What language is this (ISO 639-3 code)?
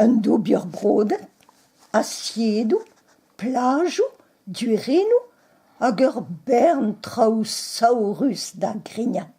bre